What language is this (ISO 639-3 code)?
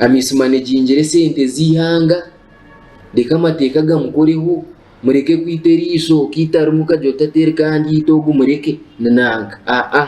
nyn